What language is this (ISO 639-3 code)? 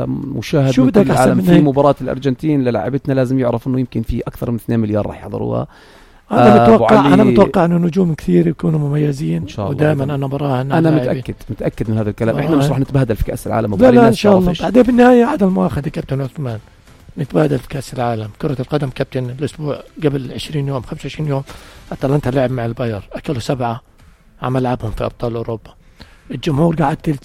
apc